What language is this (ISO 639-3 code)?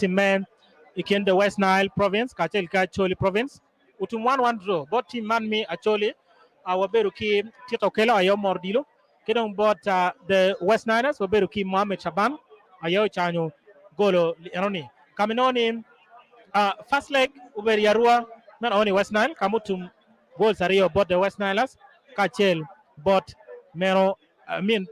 ach